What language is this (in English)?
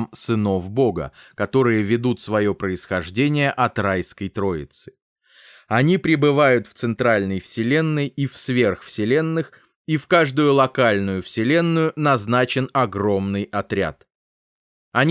Russian